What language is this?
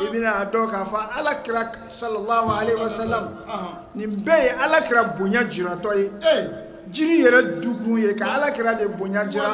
Bambara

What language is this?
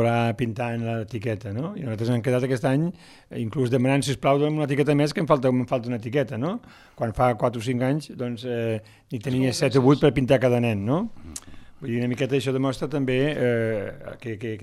Catalan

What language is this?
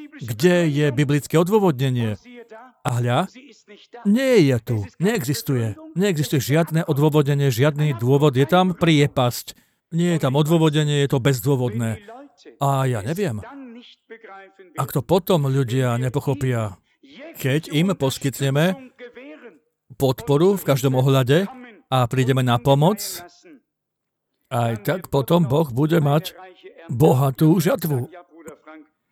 Slovak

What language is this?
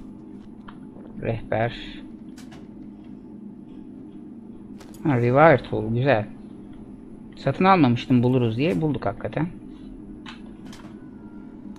Turkish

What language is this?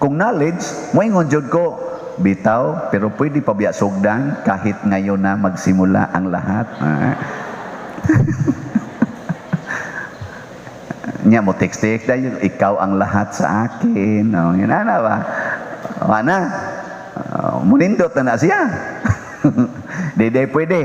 Cebuano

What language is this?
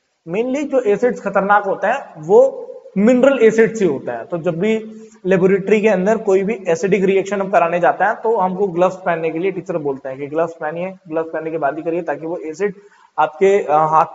Hindi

